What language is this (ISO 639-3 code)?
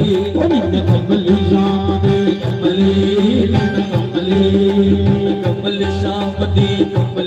doi